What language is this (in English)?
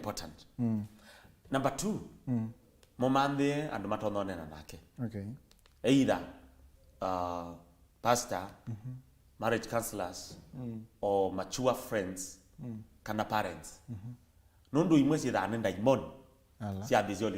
Kamba